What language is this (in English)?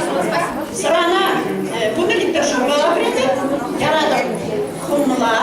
Chuvash